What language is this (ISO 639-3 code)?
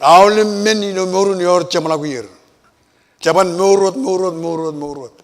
mah